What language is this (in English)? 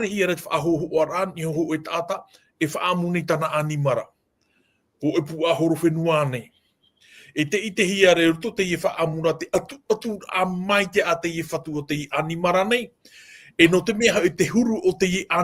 Tahitian